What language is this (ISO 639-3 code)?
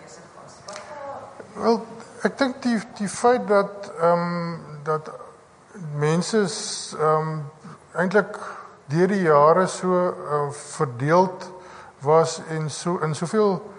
afr